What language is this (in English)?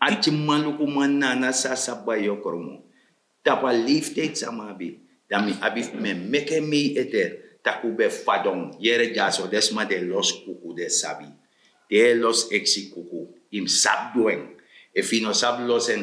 Sranan Tongo